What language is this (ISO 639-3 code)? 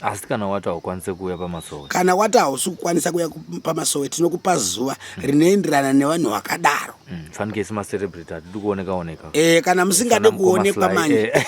sna